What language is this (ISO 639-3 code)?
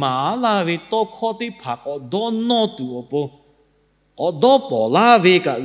lhu